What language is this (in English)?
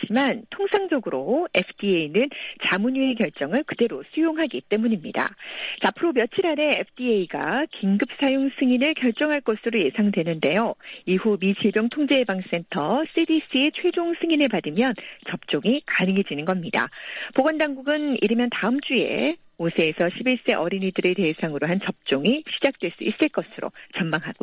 Korean